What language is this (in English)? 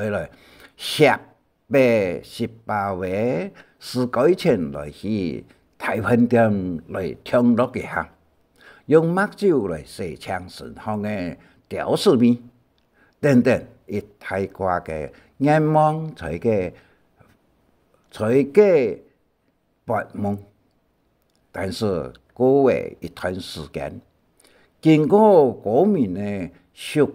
Hakka Chinese